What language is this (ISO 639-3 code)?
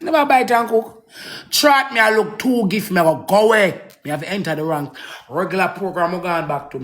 jam